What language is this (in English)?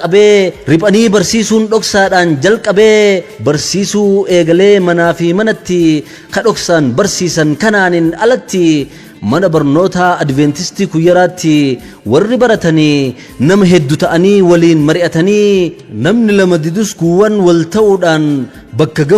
Oromo